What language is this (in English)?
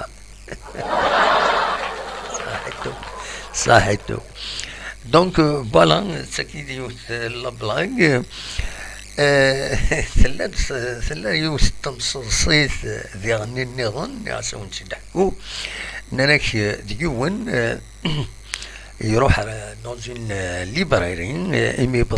Kabyle